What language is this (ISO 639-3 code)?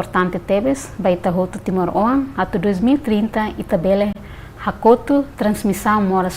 tet